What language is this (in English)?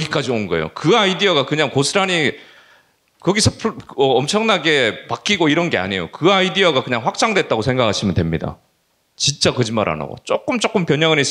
Korean